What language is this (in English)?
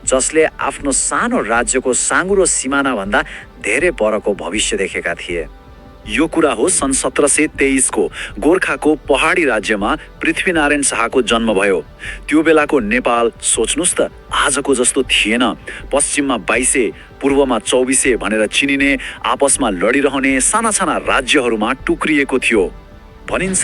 Nepali